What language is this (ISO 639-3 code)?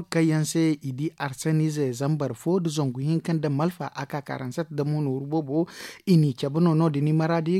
dje